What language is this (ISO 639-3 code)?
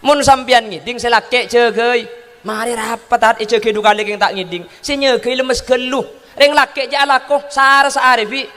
mad